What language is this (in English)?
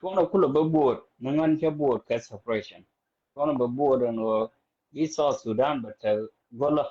Nuer